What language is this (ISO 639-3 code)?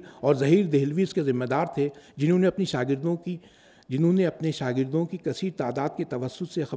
urd